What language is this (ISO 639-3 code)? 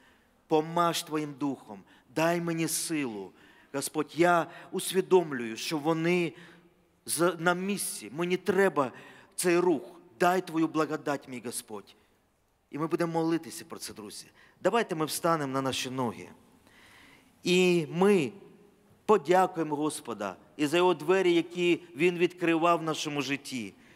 ukr